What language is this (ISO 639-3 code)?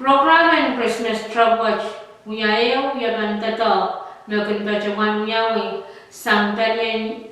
pon